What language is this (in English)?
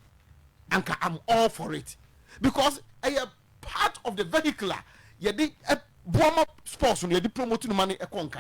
Akan